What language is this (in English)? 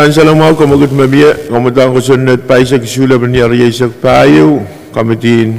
Pohnpeian